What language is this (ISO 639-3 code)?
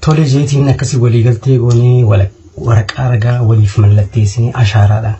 orm